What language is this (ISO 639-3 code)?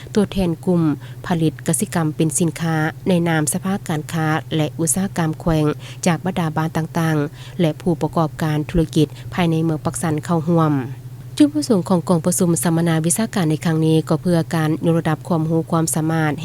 lao